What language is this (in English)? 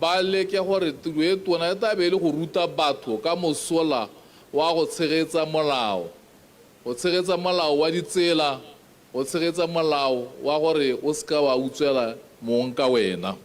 Tswana